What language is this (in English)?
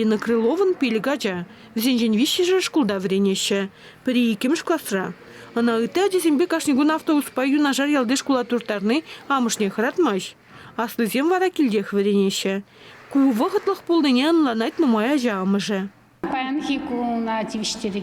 Chuvash